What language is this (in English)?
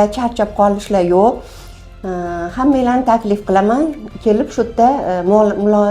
Uzbek